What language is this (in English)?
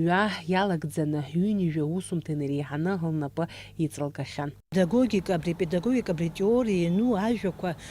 Abkhazian